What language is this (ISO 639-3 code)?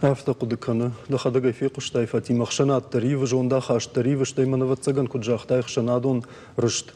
oss